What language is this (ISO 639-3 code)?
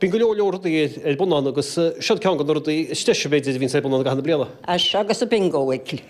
gle